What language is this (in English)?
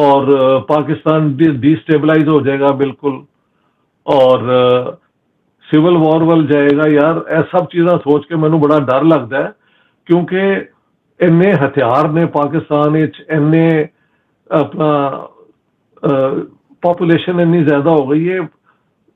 Punjabi